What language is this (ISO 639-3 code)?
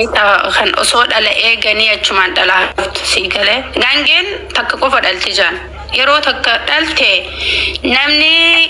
orm